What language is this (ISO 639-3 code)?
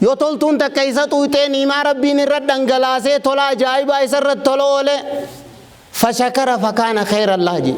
orm